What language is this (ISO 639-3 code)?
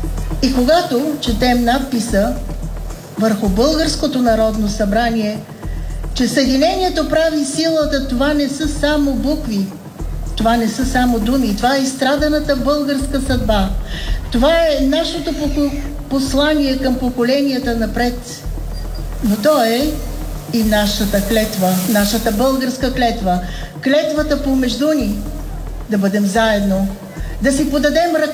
bul